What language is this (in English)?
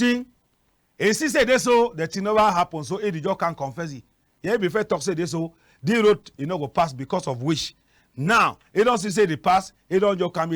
Cameroon Pidgin